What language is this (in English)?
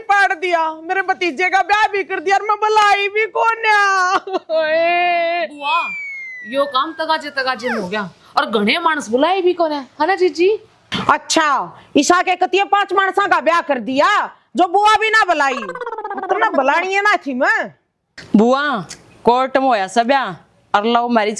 Haryanvi